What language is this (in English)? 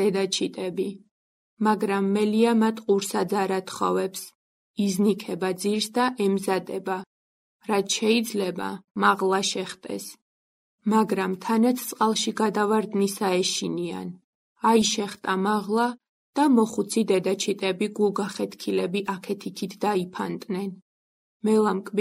Georgian